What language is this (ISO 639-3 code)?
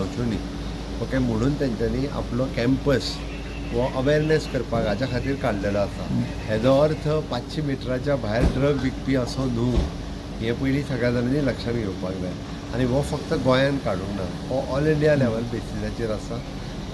kok